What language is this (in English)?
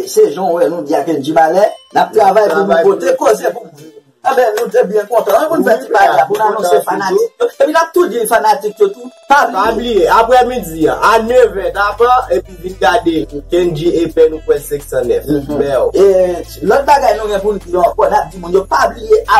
Haitian Creole